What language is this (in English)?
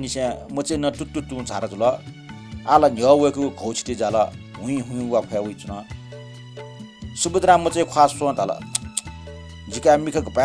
Newari